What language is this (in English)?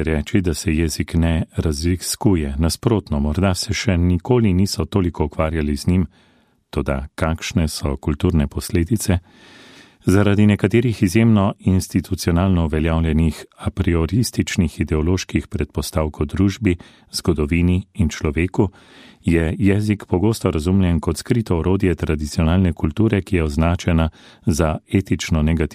Slovenian